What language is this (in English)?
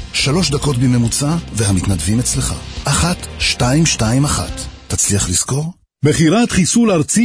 Hebrew